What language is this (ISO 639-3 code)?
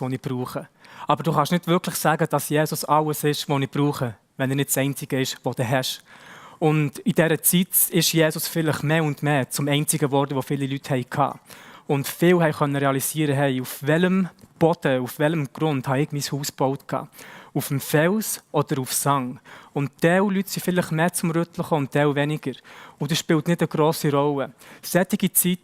gsw